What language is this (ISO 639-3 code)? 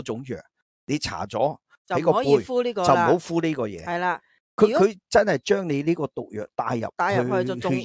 yue